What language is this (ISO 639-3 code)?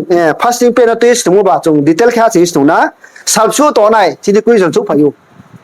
ria